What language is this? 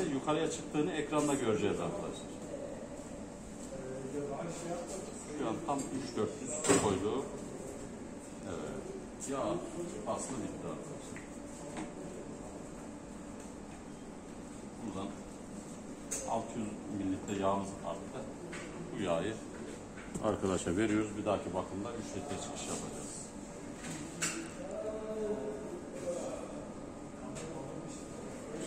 Turkish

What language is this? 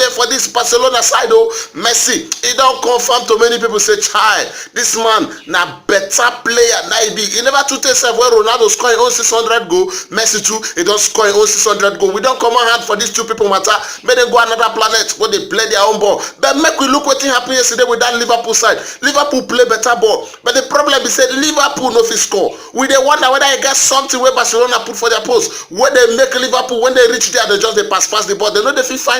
Nigerian Pidgin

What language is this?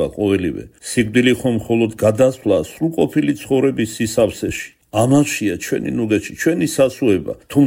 Georgian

